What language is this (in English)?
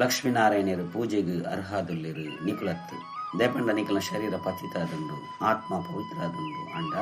Tulu